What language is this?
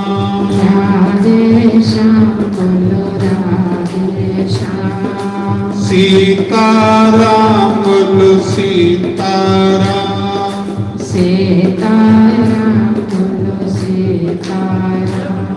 Dogri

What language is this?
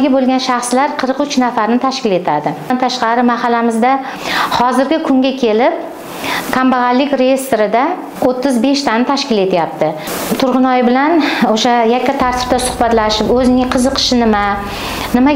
Uzbek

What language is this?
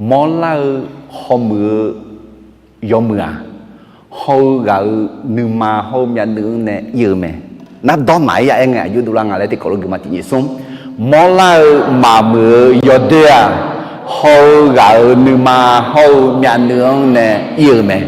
Akha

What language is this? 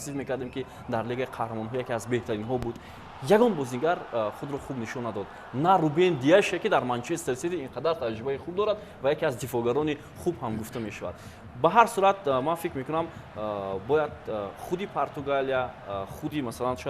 Tajik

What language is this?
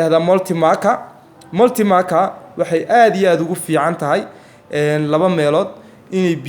Somali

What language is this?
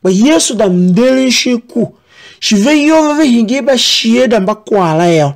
Tiv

